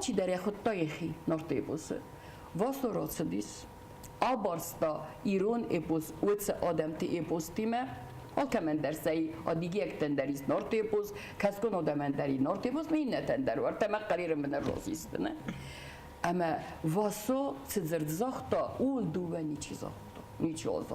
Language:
Ossetic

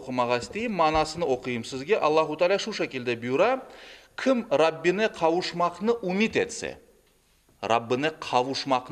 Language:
Crimean Tatar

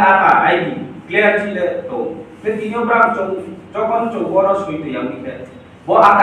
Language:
Riang (India)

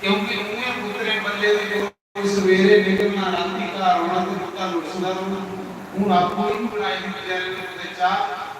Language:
Dogri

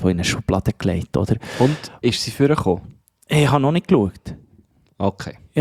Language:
German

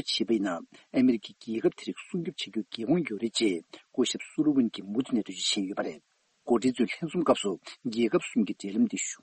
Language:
Tibetan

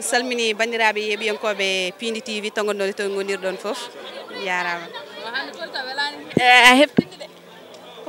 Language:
Fula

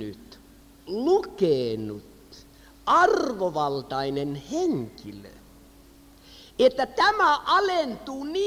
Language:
Finnish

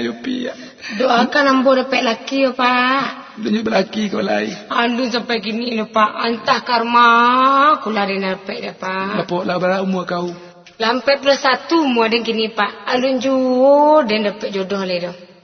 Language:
Minangkabau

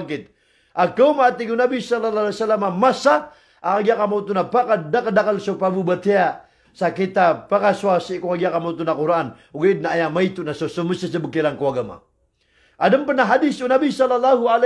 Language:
Maranao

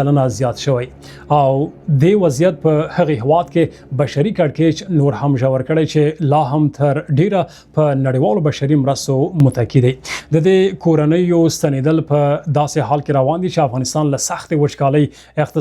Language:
Pashto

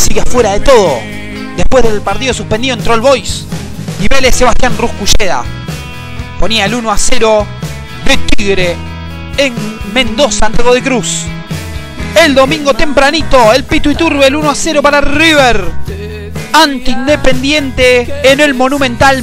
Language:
Spanish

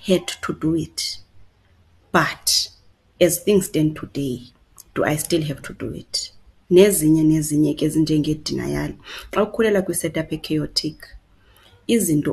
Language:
Xhosa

